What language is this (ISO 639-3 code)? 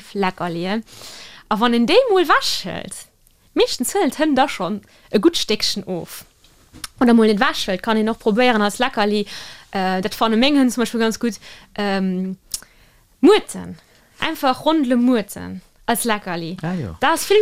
ltz